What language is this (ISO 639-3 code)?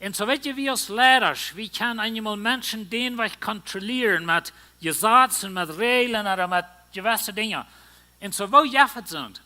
pdt